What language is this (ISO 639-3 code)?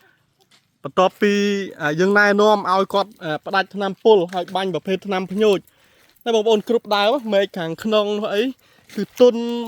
khm